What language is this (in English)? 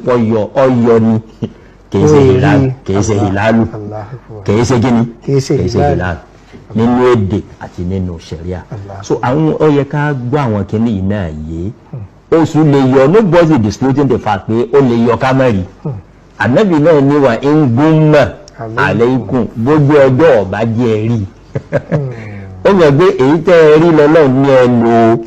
Yoruba